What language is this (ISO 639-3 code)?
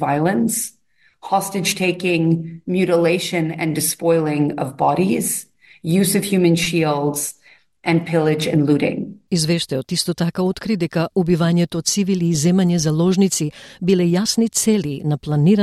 mkd